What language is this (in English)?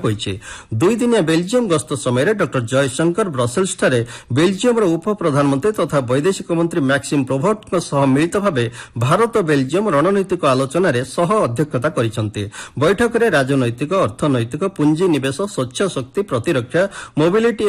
Odia